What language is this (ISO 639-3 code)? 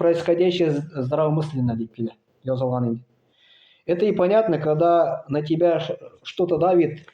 tat